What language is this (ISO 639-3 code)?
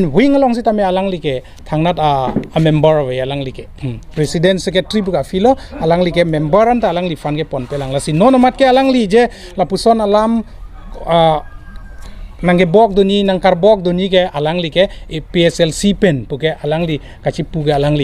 mjw